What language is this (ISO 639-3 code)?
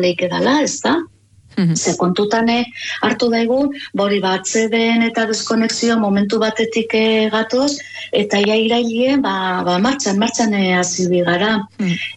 eus